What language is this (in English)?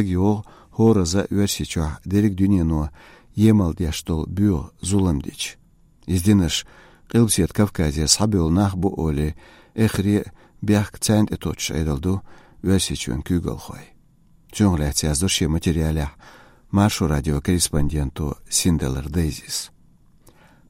Chechen